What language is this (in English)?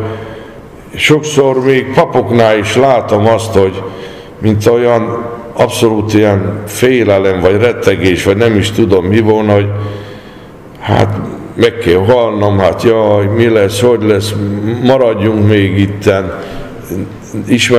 Hungarian